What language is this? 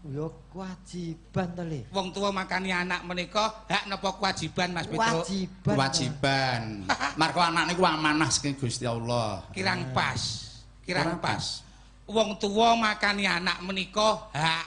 Javanese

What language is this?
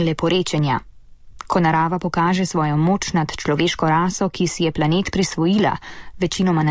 Slovenian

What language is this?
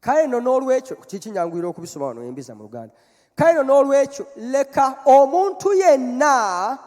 Ganda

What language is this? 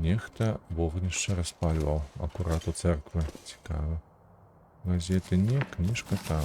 Belarusian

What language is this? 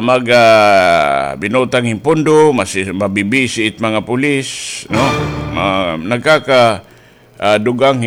Waray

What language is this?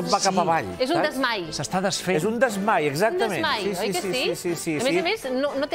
Catalan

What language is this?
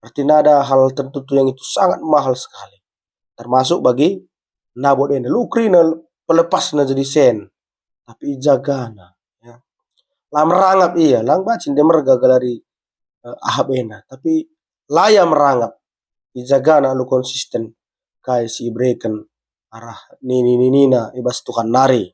Batak Karo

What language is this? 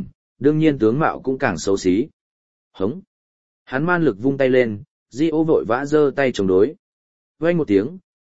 Vietnamese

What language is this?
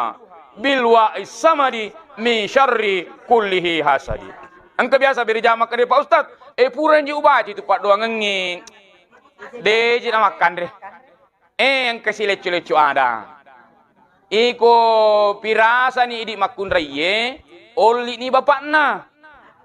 Buginese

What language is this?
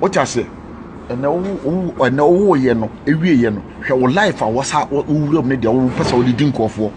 Akan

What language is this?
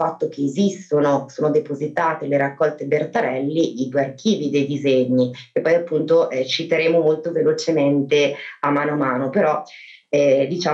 Italian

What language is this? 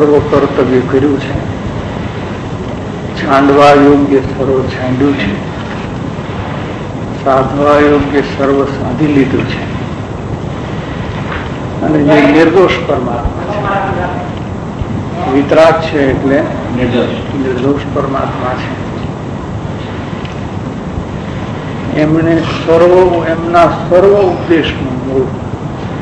Gujarati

